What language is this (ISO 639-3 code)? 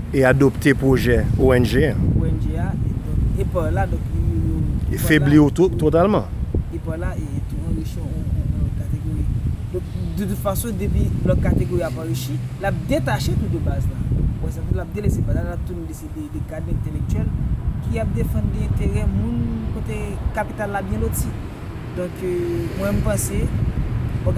hat